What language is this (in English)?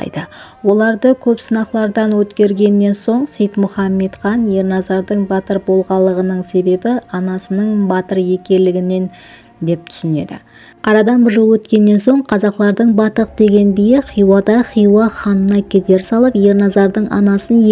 Kara-Kalpak